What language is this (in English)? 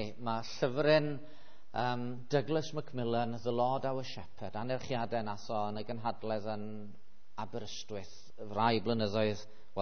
Welsh